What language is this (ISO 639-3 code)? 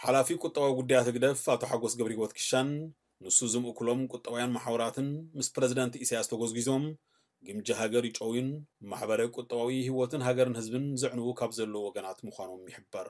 tir